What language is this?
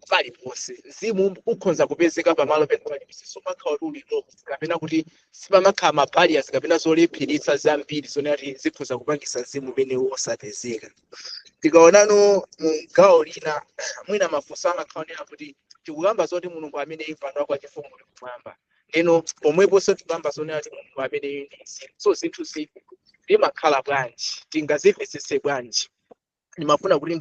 Nyanja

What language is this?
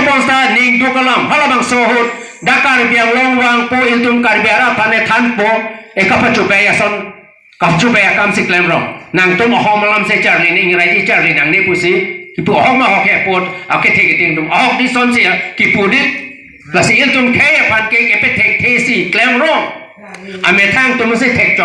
Karbi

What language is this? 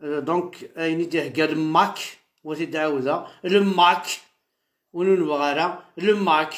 Kabyle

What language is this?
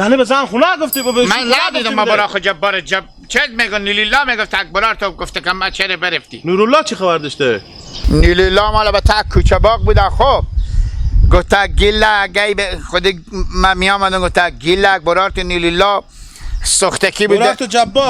Hazaragi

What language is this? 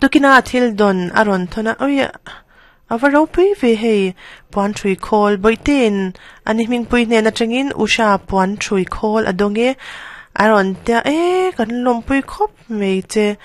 Mizo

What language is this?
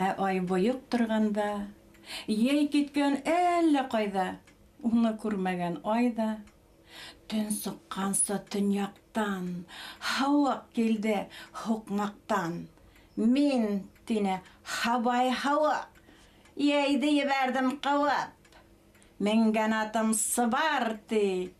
Bashkir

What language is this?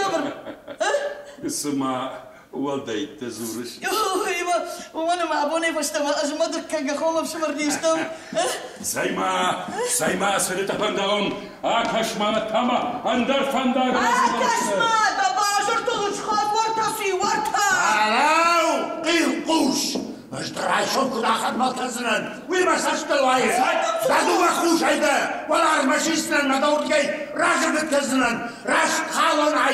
Ossetic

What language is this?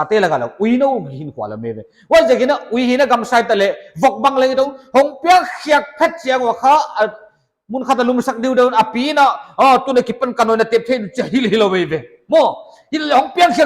Paite Chin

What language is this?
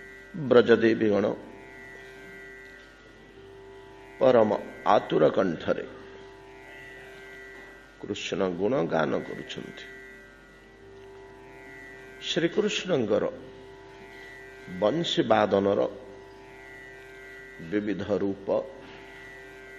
Odia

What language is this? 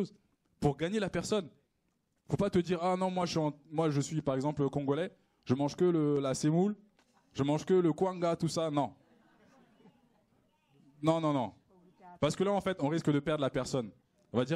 French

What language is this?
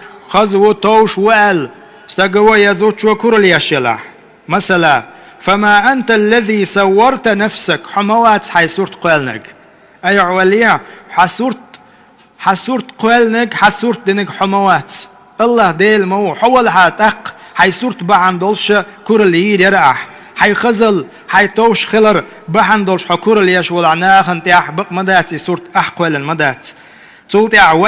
Chechen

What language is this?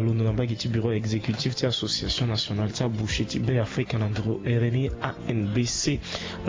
Sango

